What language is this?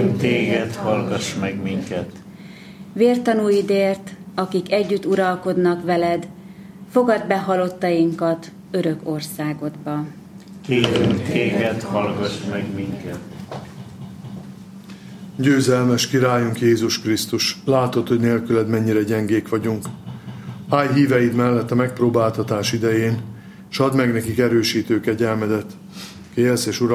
Hungarian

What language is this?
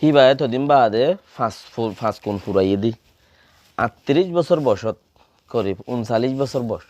Rohingya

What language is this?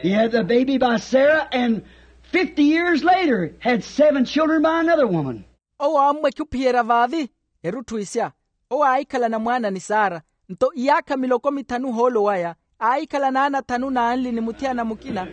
Makhuwa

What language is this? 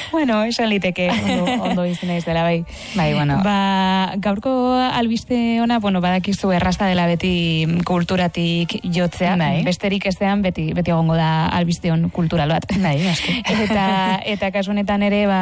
Basque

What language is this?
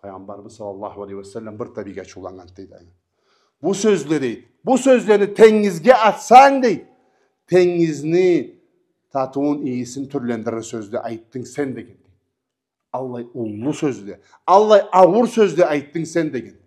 Karachay-Balkar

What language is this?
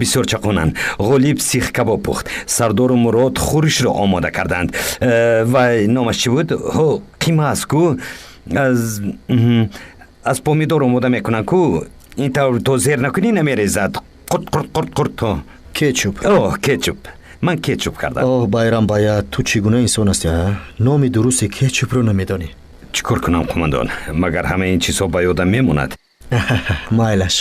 Tajik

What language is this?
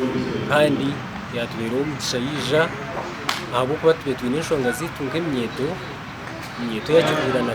Nyankole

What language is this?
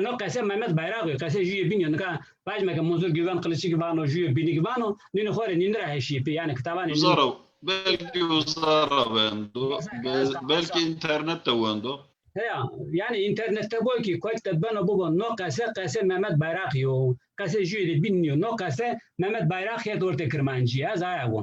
Zaza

